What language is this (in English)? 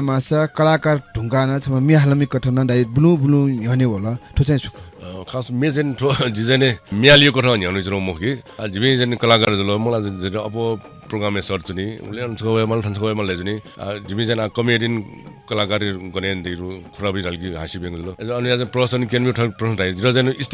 Newari